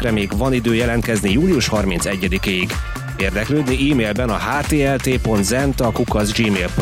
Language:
Hungarian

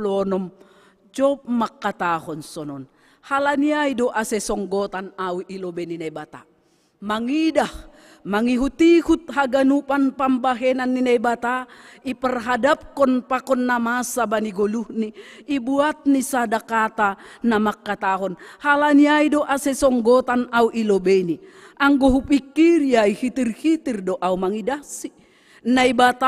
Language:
Batak Simalungun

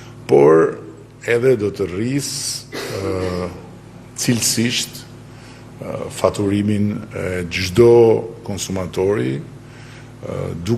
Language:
Albanian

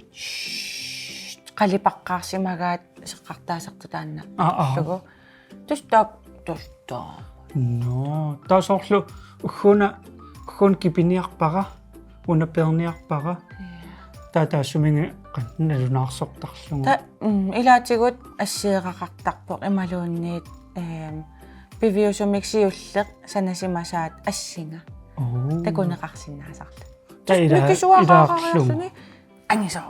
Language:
Kalaallisut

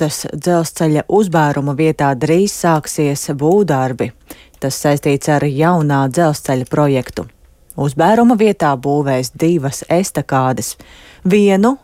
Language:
Latvian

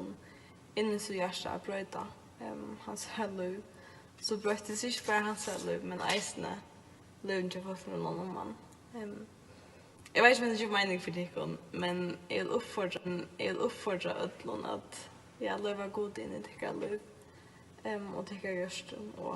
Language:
Faroese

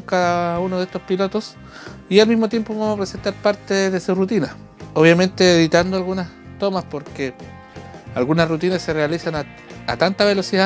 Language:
Spanish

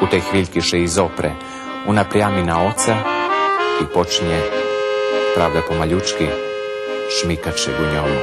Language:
Rusyn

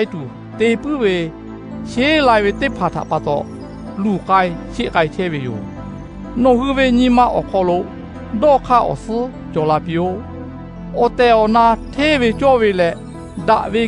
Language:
Lahu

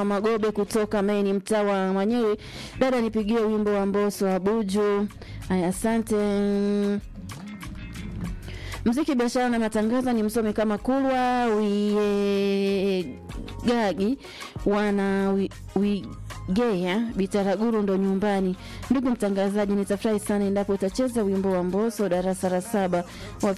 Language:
Swahili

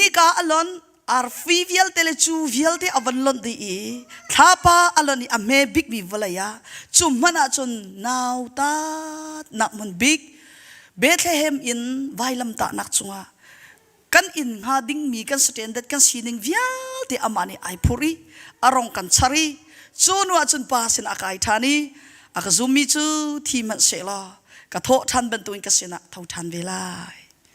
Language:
Hakha Chin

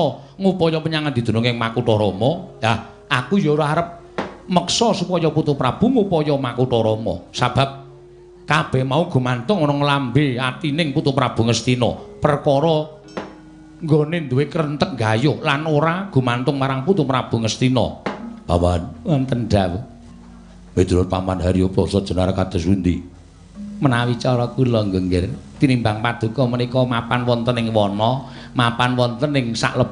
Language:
Javanese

